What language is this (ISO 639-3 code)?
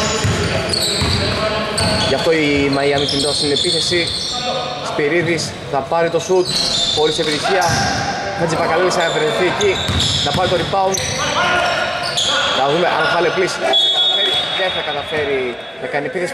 ell